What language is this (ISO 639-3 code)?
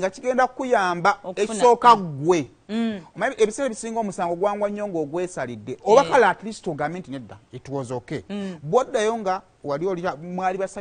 lug